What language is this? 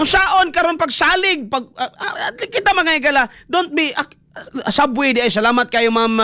Cebuano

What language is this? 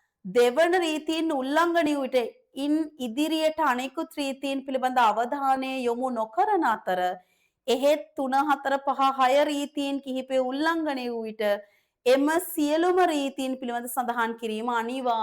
Sinhala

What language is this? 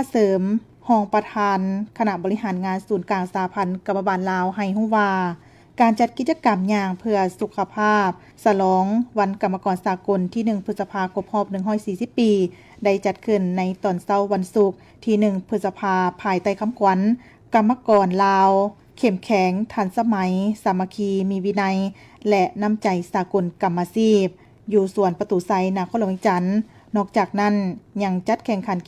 Lao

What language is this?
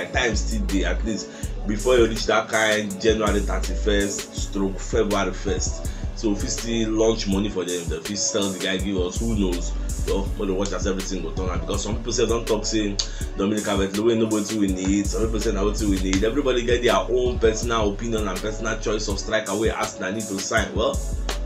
Nigerian Pidgin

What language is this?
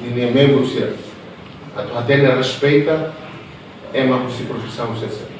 Tetum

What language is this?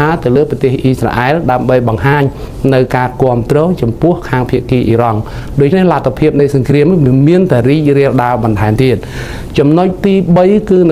Khmer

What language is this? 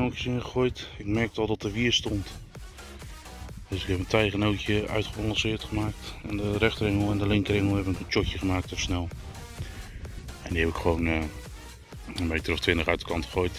Dutch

